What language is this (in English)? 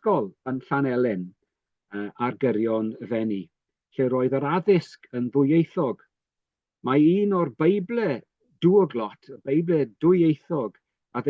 Welsh